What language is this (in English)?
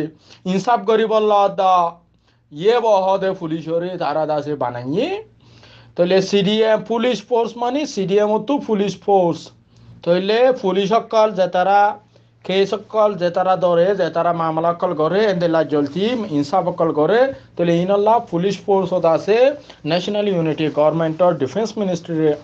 Rohingya